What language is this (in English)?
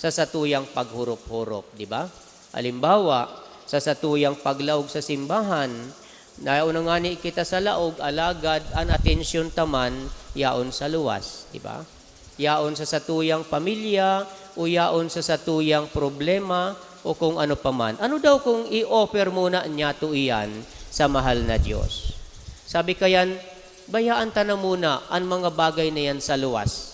Bikol